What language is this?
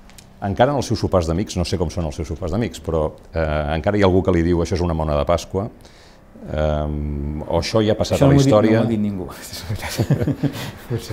Catalan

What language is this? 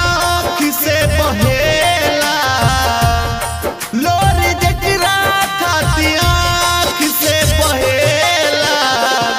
Bhojpuri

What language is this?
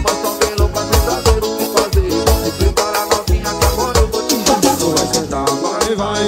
Portuguese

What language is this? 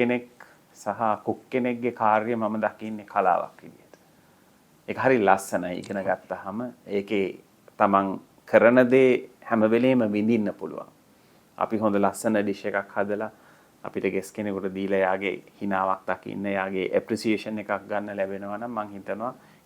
Sinhala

